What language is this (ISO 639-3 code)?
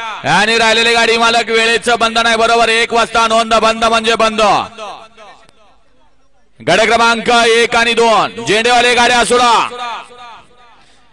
mar